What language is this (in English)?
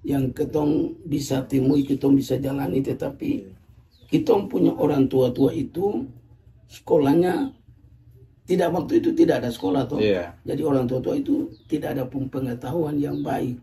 Ambonese Malay